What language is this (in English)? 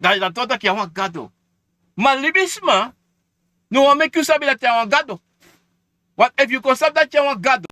Sranan Tongo